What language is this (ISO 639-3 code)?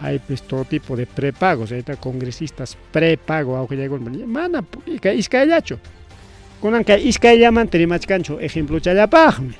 quy